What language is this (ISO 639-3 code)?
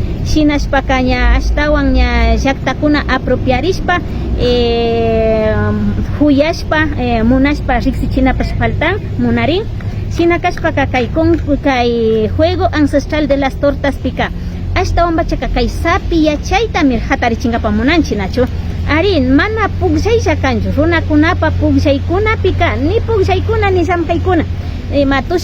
qvi